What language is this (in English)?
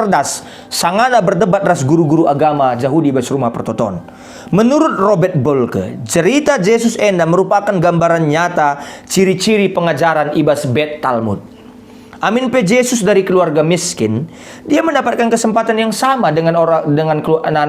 Batak Karo